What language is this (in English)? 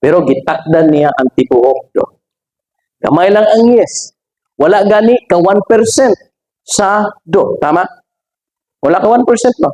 Cebuano